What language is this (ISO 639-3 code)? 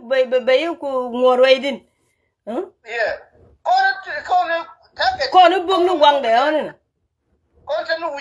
nus